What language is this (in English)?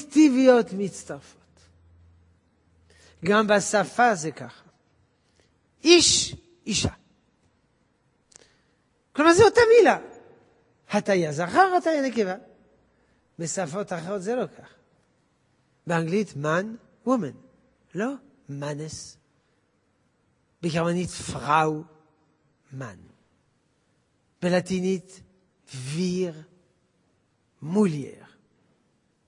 Hebrew